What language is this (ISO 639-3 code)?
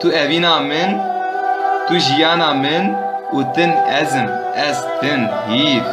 kur